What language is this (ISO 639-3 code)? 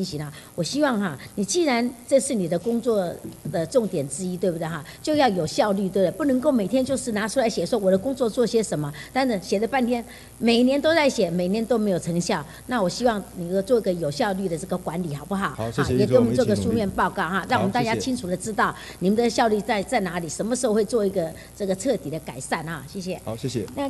zho